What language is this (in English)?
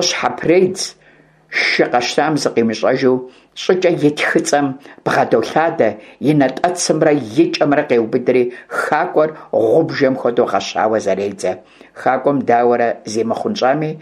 Kabardian